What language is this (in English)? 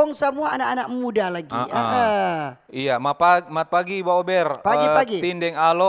Manado Malay